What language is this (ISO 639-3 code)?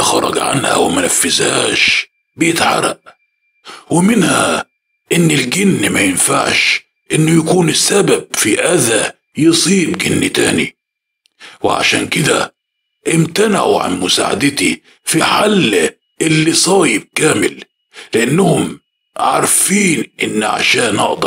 arz